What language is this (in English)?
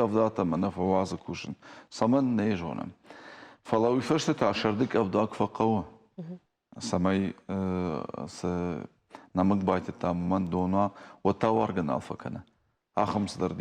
Ossetic